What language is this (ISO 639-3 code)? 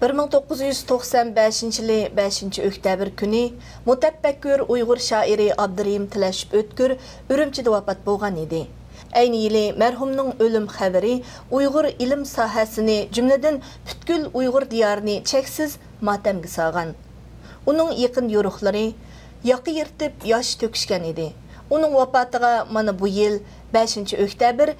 uig